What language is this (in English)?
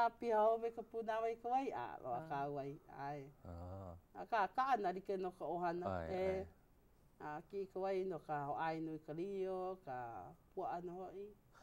Hawaiian